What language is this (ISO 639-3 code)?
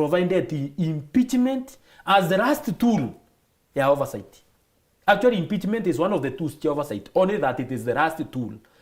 mer